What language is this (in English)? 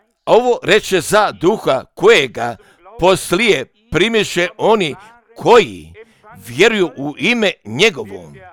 Croatian